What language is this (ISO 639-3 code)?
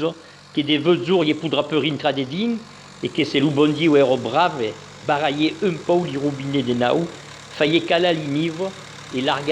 oci